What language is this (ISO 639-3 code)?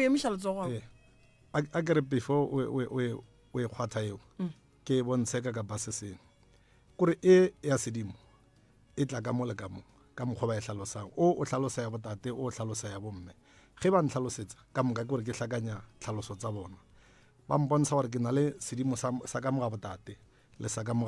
nso